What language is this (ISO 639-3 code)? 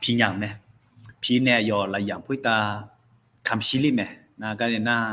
ahk